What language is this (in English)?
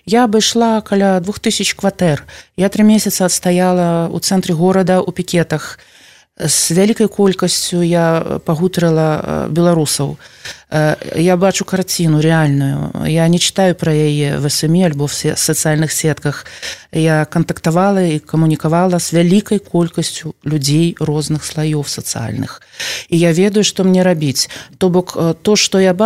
Belarusian